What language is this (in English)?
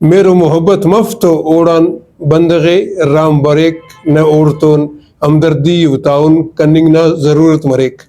Brahui